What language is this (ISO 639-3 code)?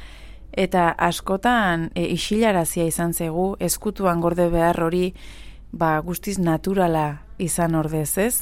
eus